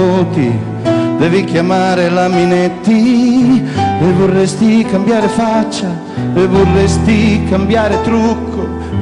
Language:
Italian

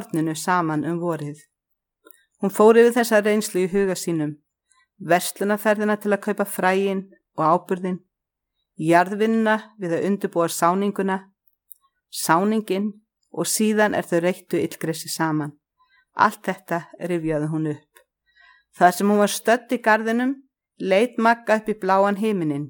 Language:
Icelandic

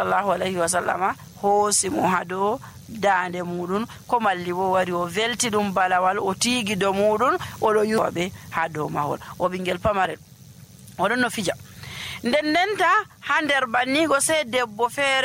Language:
Nigerian Fulfulde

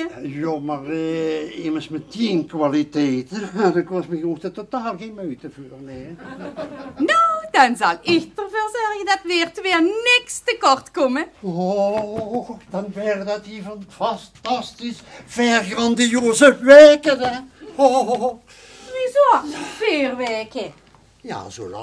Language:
Limburgish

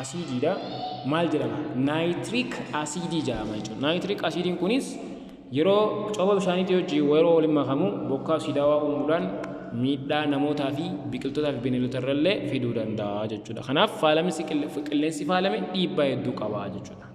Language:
Oromo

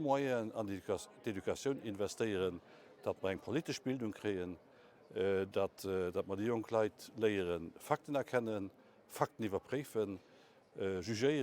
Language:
Luxembourgish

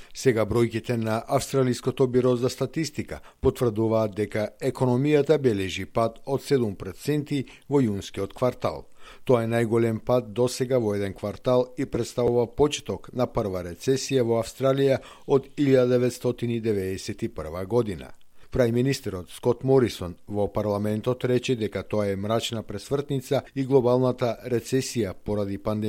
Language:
Macedonian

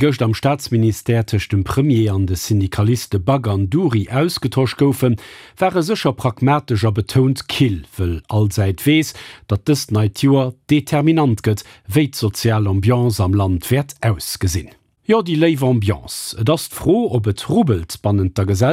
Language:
Luxembourgish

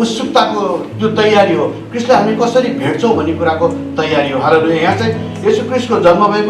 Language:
Nepali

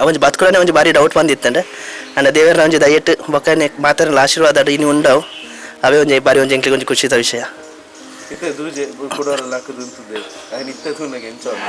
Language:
Tulu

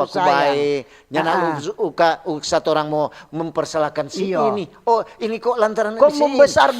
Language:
Manado Malay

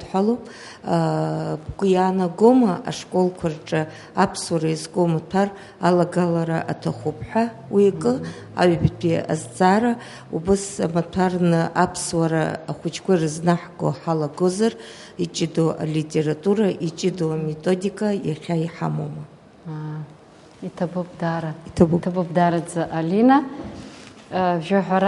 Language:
Abkhazian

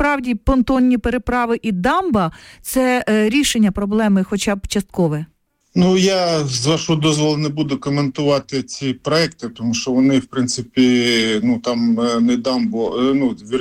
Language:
Ukrainian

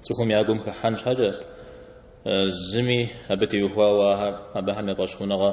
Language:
Kabardian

